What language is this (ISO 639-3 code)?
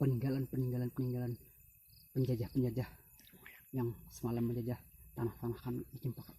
bjn